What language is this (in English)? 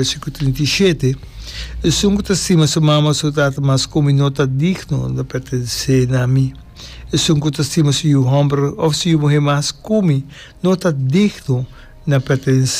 Papiamento